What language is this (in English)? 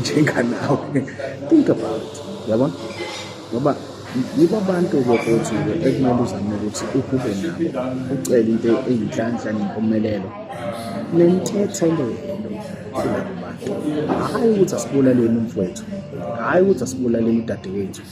Zulu